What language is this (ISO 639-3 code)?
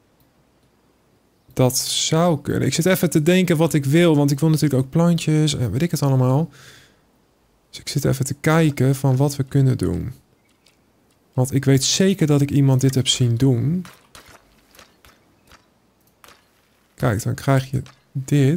nld